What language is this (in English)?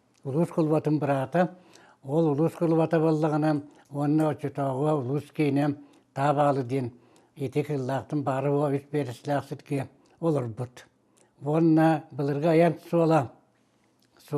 Yakut